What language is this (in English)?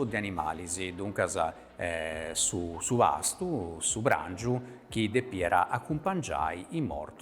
Sardinian